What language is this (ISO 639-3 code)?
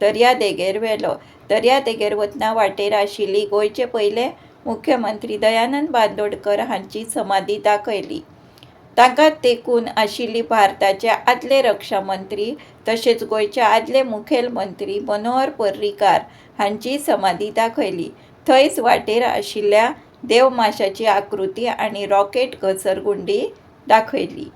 kok